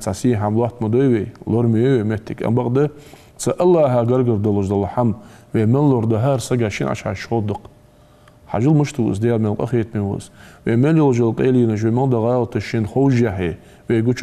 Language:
Ingush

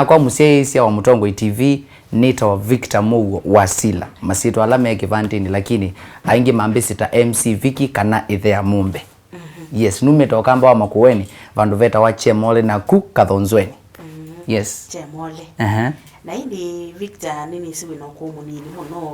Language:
Kamba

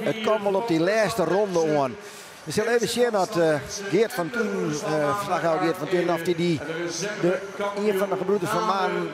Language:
Western Frisian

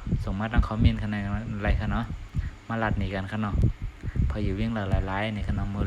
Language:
Shan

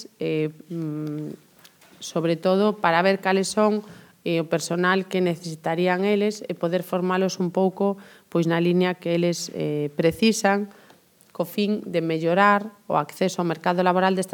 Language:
Galician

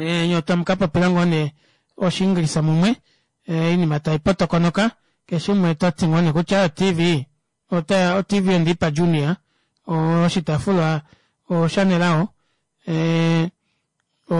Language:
Kuanyama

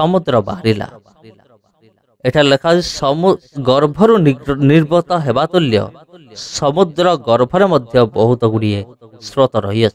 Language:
Odia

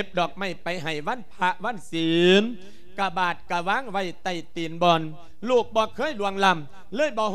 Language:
Lao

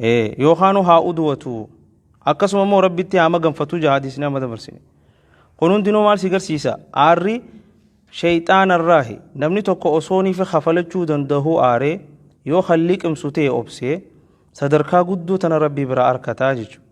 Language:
Oromo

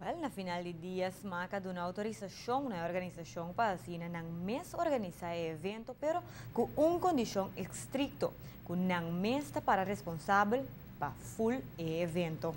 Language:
Papiamento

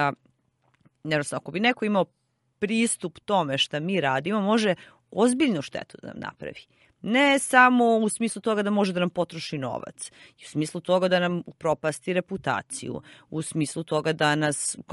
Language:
Serbian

